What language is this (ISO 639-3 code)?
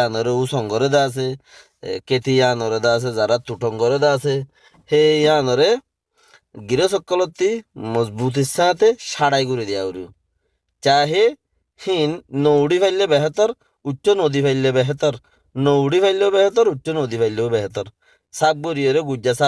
rhg